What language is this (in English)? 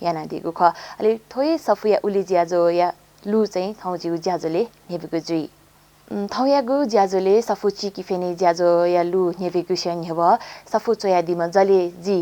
Newari